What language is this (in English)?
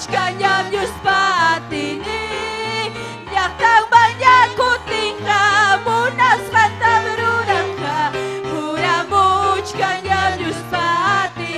Ayacucho Quechua